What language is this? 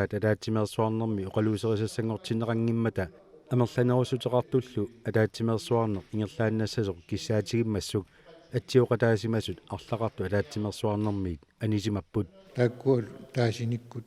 Kalaallisut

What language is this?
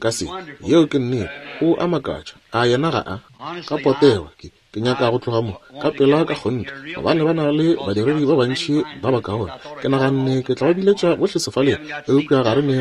Northern Sotho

